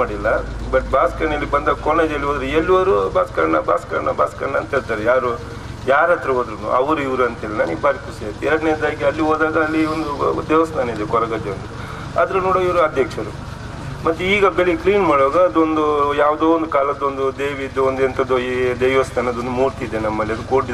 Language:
Kannada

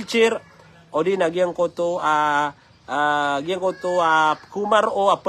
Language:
Maranao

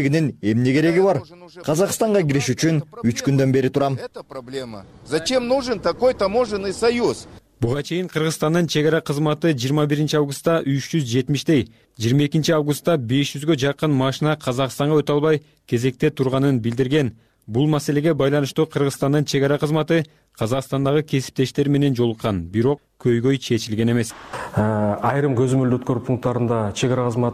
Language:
Kyrgyz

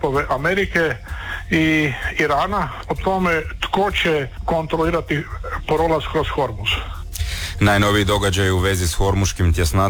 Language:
Croatian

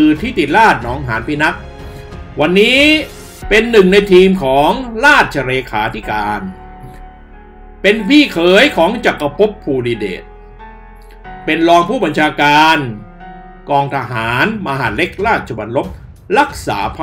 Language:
Thai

